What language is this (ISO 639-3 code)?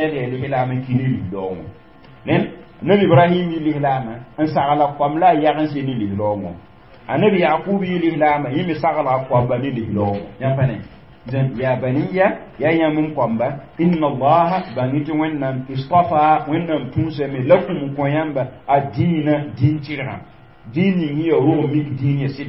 mos